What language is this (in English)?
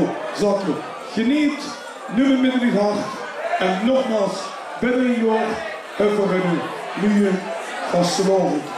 Limburgish